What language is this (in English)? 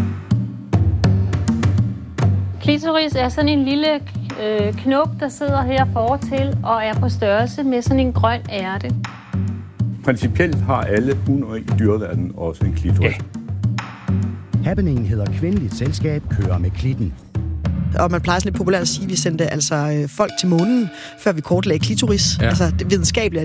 Danish